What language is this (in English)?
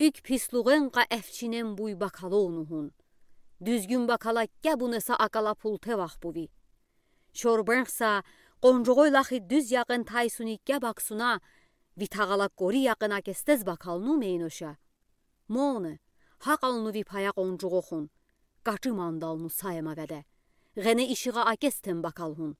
Udi